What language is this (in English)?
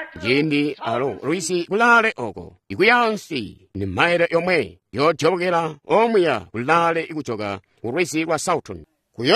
Tonga (Zambia)